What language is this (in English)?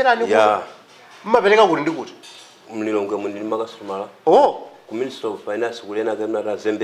Nyanja